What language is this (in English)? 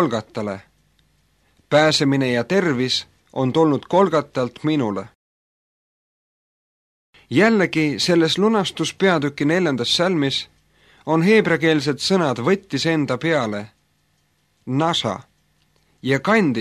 Estonian